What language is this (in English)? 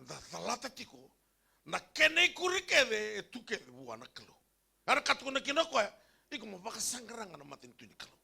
Fijian